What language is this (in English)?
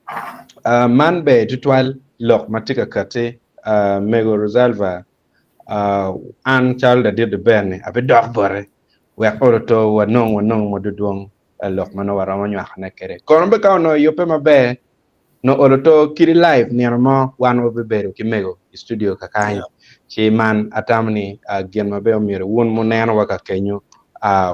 Acoli